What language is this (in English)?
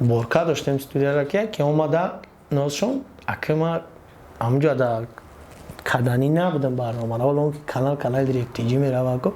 Tajik